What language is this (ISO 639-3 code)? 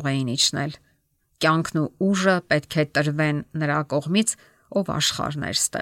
hye